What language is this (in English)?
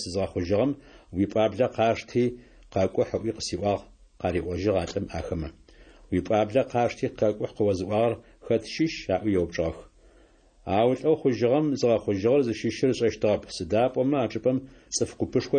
Adyghe